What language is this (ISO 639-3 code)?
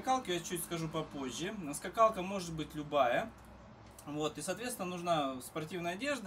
rus